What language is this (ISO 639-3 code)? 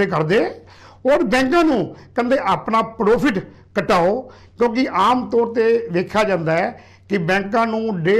pan